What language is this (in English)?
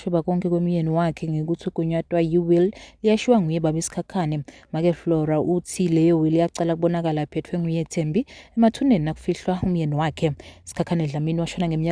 Zulu